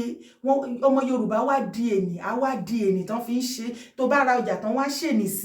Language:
Yoruba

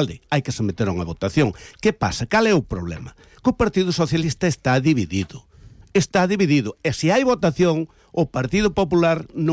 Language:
Galician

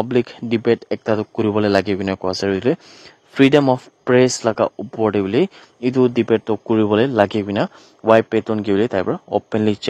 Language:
Naga Pidgin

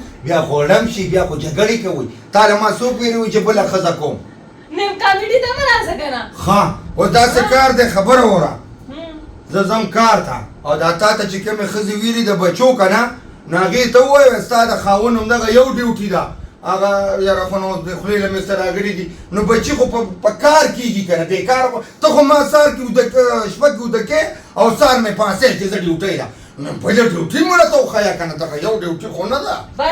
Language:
Pashto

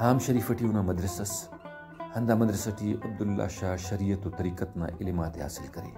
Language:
Brahui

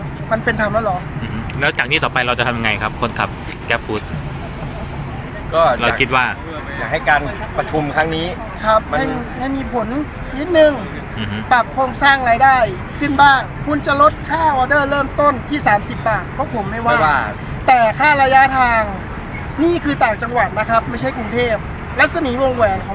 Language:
Thai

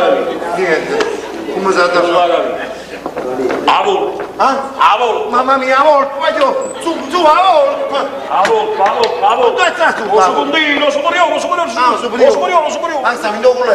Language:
Neapolitan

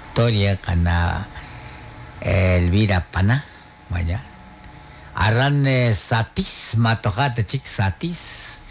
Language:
Kekchí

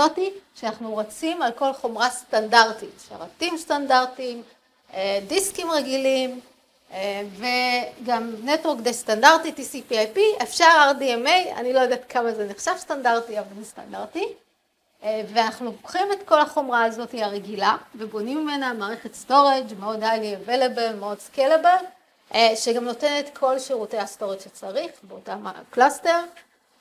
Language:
Hebrew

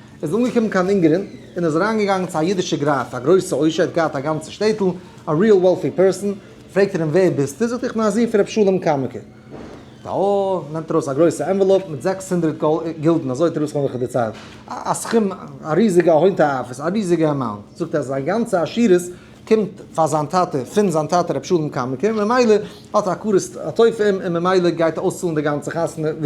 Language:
Yiddish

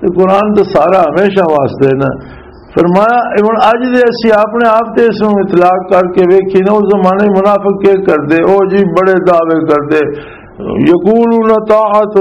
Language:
Western Panjabi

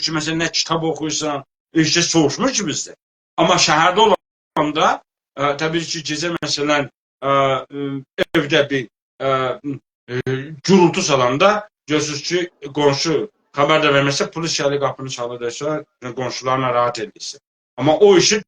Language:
South Azerbaijani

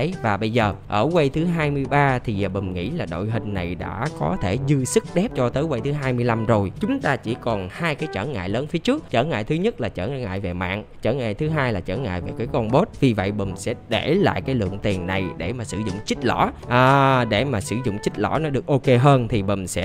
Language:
Vietnamese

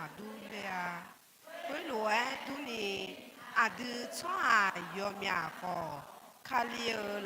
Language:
Akha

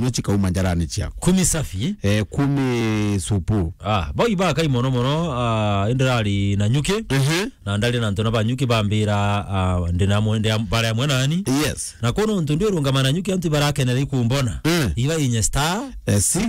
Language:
Meru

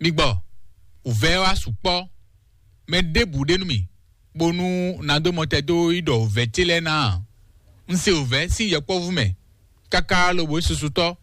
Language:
Fon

